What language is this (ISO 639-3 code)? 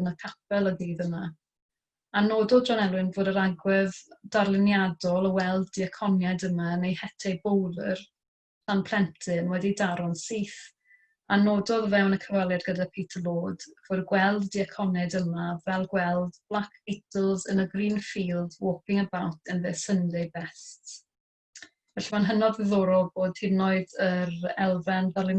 cym